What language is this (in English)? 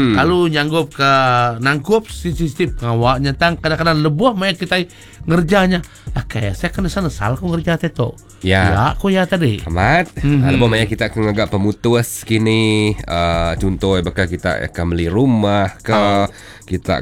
Iban